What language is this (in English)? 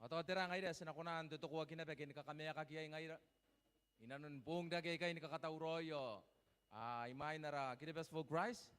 Gilbertese